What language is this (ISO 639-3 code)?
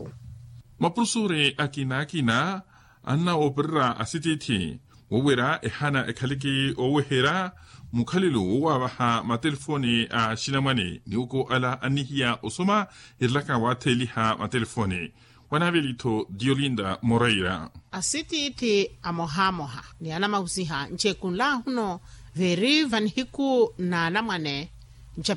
vmw